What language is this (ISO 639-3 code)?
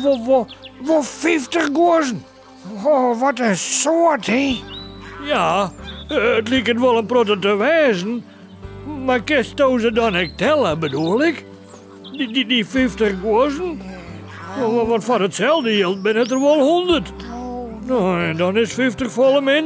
fry